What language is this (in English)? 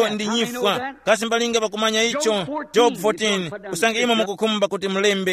Tumbuka